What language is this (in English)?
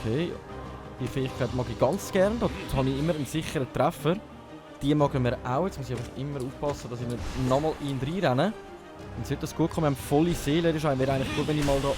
Swiss German